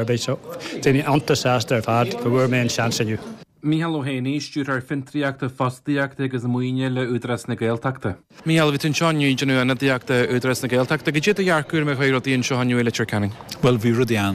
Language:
Irish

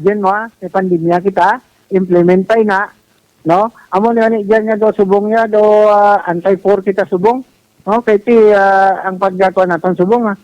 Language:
Hiligaynon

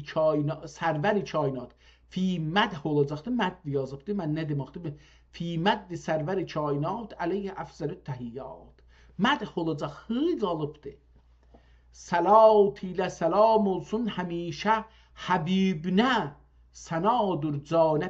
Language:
South Azerbaijani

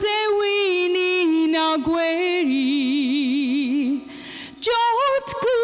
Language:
Mohawk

